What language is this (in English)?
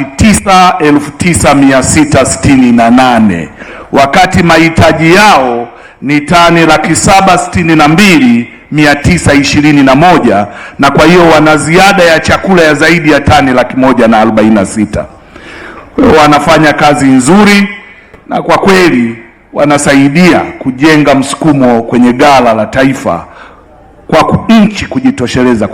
Swahili